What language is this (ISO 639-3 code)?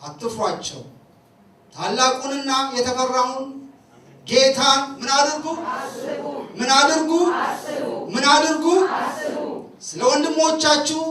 amh